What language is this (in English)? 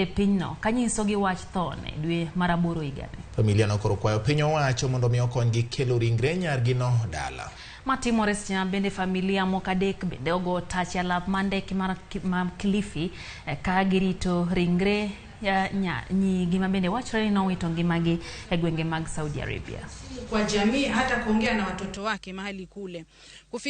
Luo (Kenya and Tanzania)